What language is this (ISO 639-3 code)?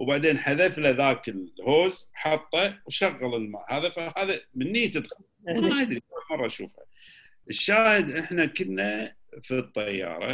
afb